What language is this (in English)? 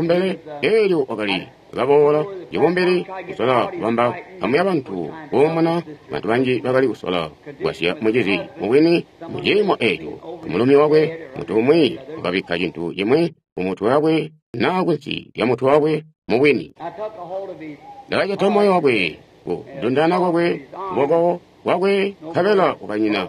Tonga (Zambia)